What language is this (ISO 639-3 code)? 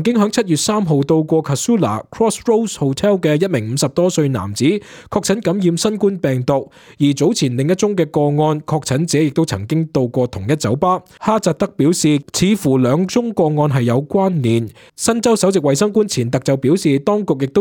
yue